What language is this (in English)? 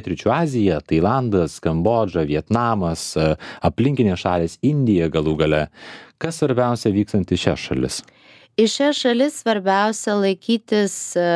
Lithuanian